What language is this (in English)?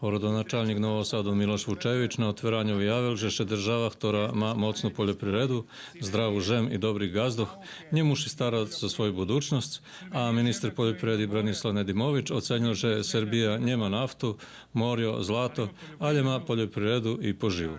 Rusyn